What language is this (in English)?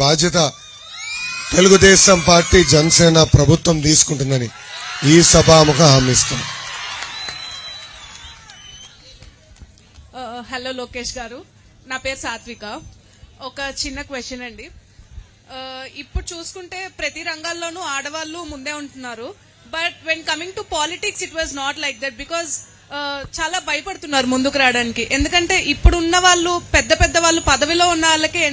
Telugu